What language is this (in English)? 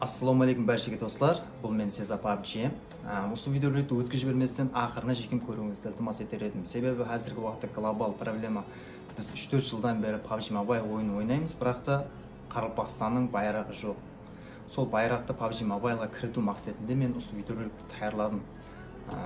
Kara-Kalpak